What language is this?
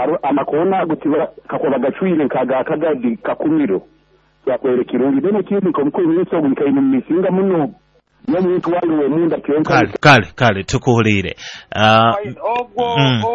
Nyoro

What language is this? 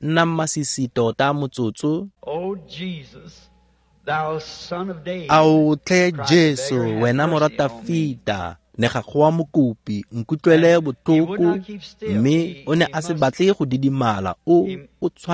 Tswana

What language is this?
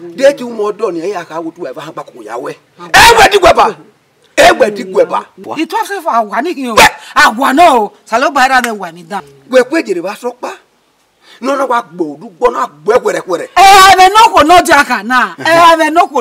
Bini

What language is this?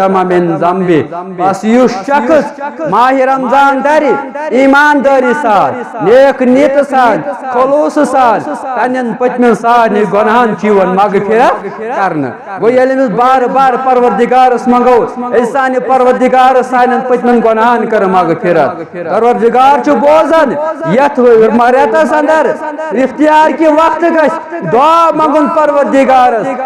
Kashmiri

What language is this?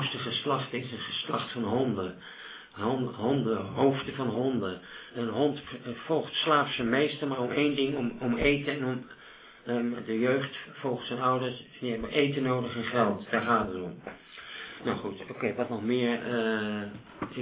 Dutch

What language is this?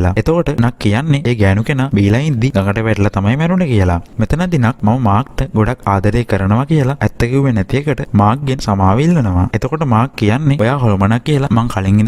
Sinhala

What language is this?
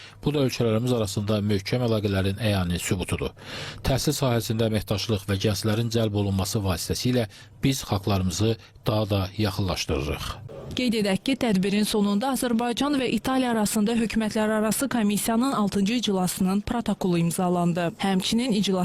Azerbaijani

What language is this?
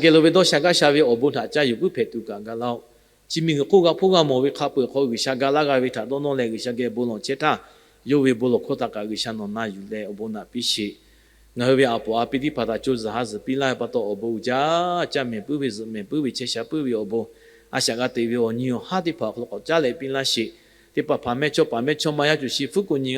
Lahu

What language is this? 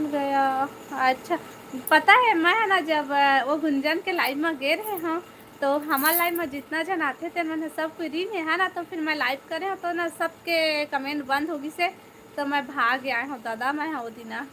Chhattisgarhi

